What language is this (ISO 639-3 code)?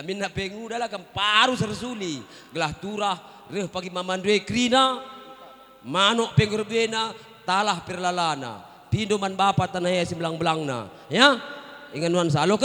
btx